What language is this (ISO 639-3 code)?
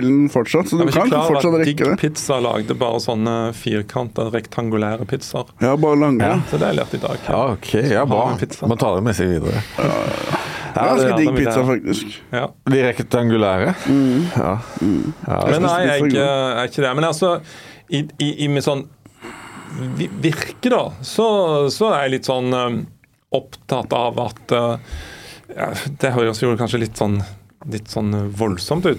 nor